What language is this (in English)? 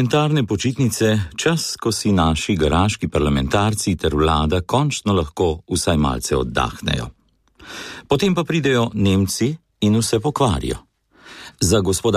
Slovenian